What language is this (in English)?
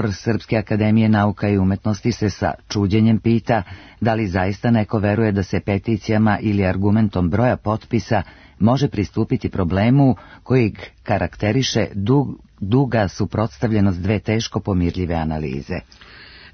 Serbian